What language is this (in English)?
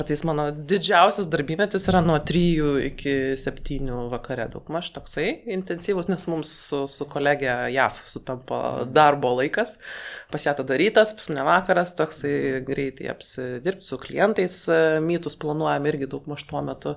Lithuanian